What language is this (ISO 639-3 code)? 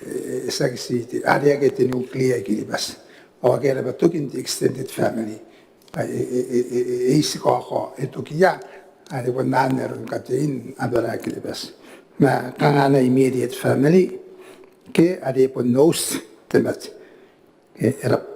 gil